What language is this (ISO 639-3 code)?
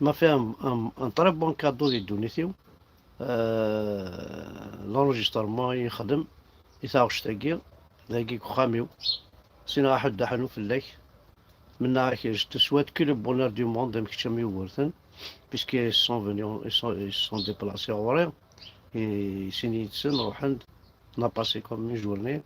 kab